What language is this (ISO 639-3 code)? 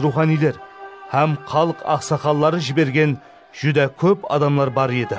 kaa